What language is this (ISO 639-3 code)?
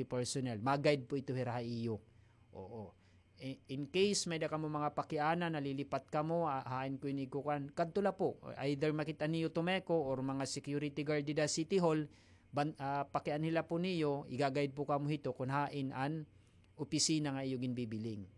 war